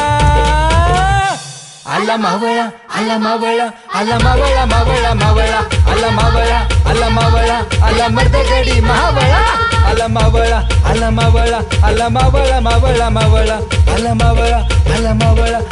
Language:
Marathi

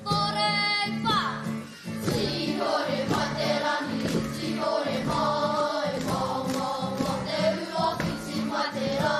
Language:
Māori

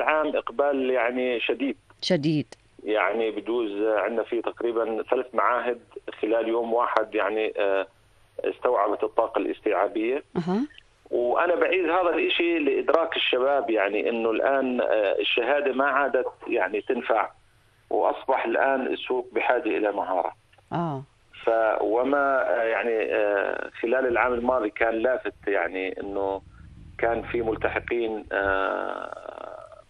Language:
North Levantine Arabic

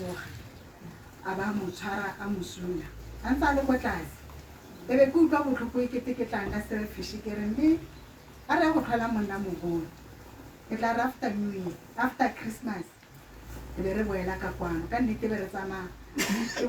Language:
Tswana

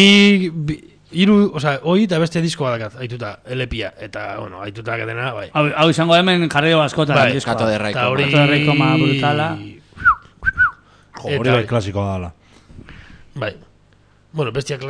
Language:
Basque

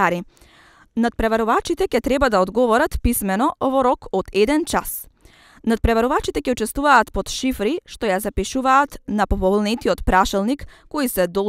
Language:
Macedonian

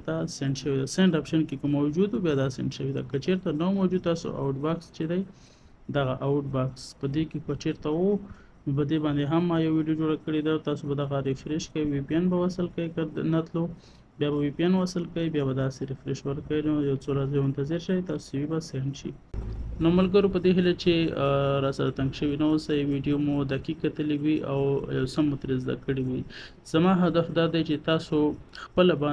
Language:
Pashto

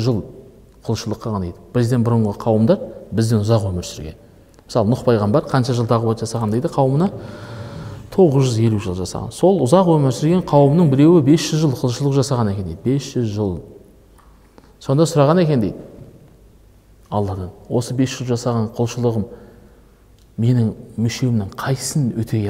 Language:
Kazakh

